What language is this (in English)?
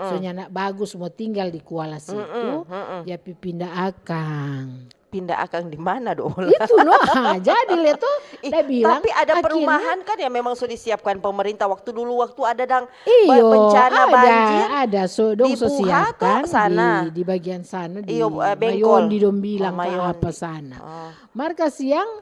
Manado Malay